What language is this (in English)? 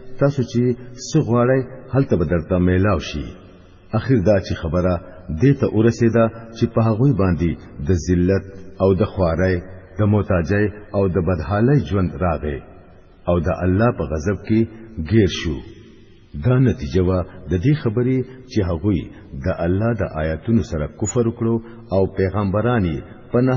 Pashto